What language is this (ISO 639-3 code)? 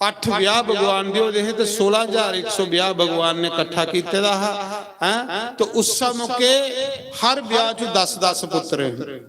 doi